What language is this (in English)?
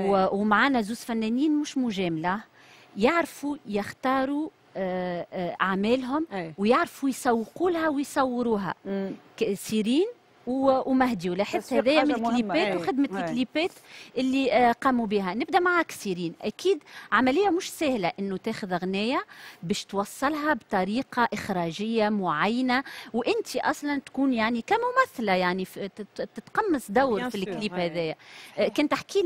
Tunisian Arabic